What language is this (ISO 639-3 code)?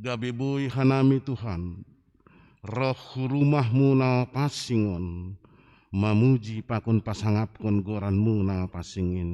bts